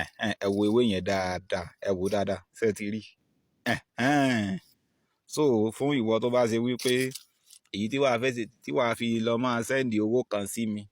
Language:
Yoruba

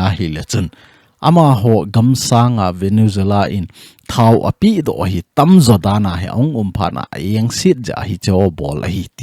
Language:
Thado Chin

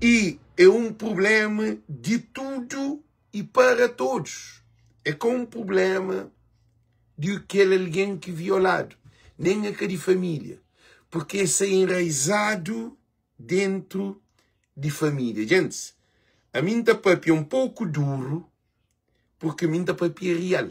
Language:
Kabuverdianu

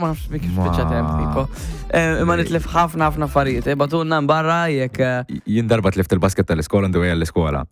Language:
Maltese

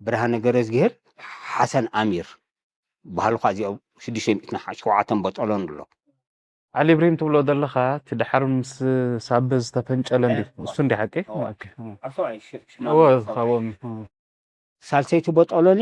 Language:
Tigrinya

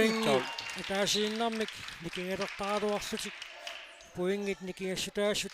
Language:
Kalaallisut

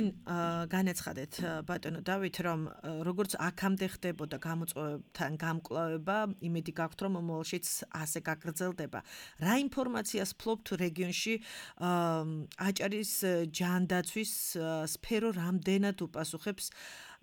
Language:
Georgian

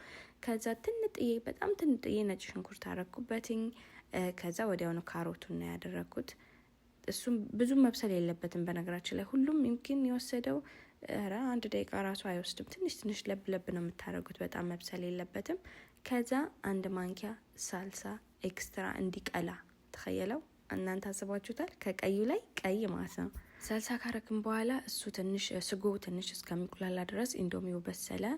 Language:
Amharic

